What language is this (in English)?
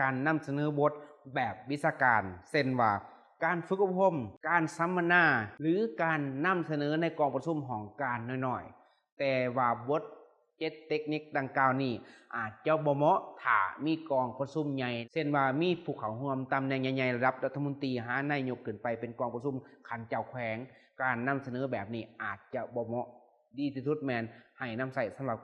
Lao